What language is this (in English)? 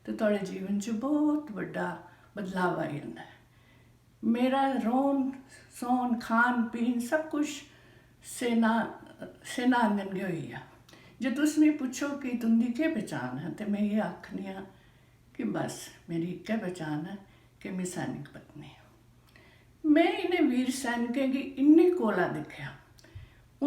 Dogri